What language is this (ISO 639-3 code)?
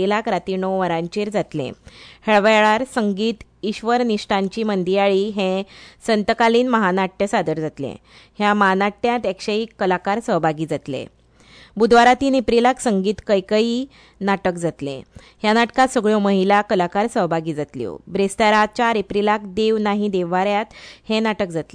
kok